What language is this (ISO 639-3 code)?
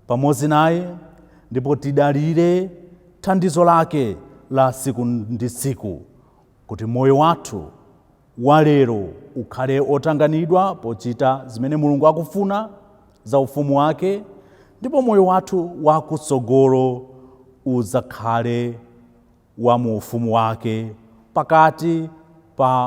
nya